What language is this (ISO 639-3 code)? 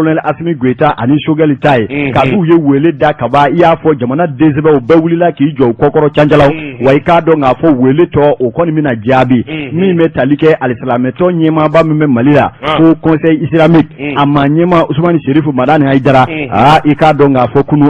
bam